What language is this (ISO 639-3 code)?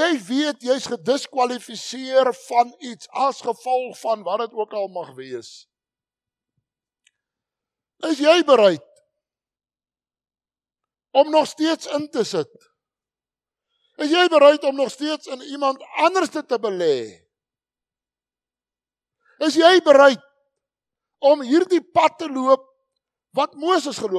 afr